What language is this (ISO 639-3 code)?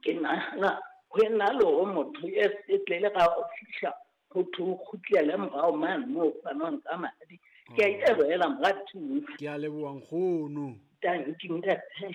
sot